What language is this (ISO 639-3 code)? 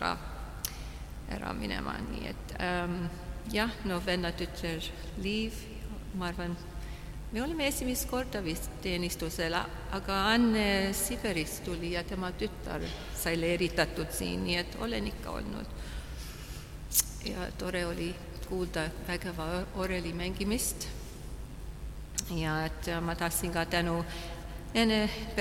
est